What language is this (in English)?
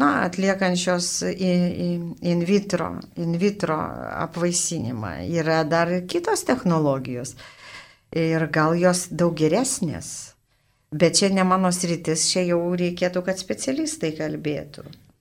Lithuanian